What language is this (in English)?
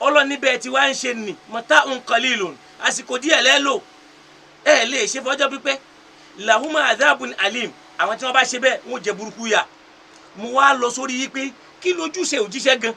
Yoruba